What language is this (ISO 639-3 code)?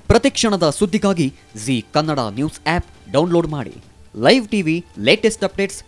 kan